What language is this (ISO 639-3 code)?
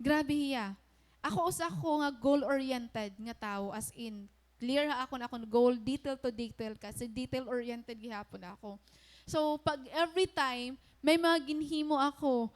war